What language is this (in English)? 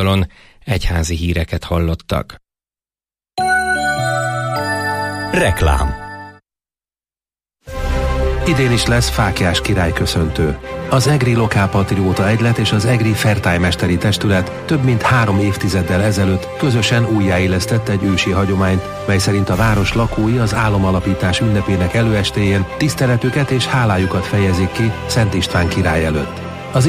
Hungarian